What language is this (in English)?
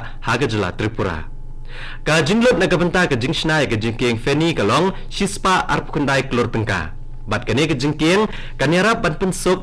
Khasi